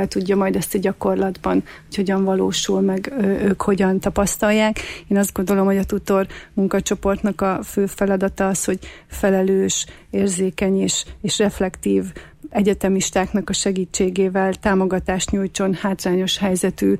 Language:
Hungarian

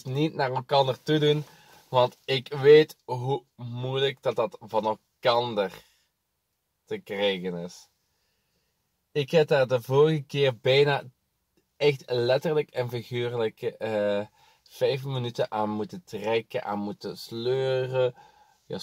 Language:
Dutch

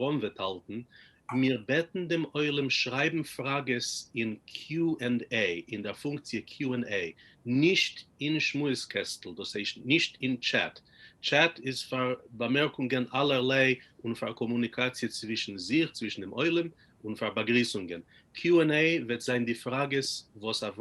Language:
Yiddish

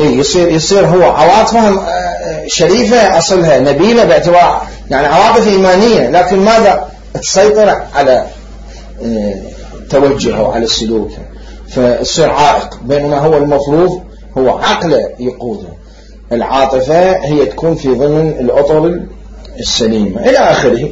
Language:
Mesopotamian Arabic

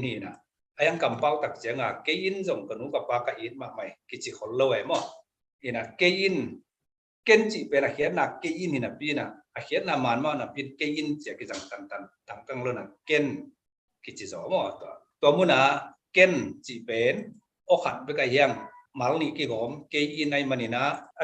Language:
Tedim Chin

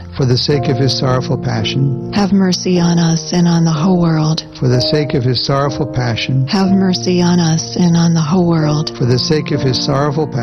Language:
English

